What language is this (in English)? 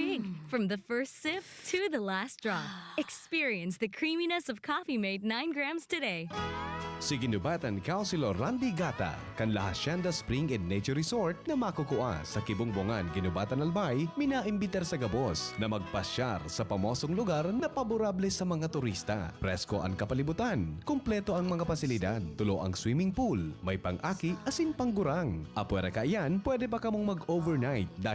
Bikol